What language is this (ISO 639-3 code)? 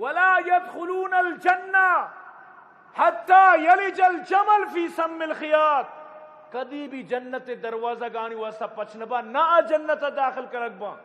bgp